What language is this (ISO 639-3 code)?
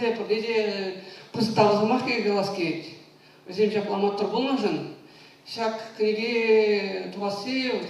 chv